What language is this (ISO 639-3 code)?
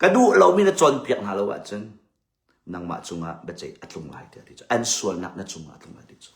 cnh